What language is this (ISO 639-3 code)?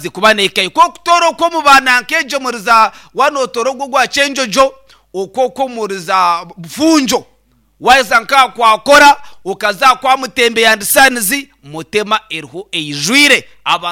nyn